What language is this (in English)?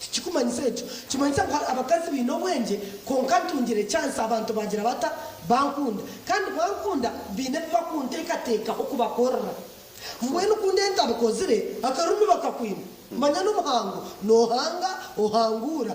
Nyankole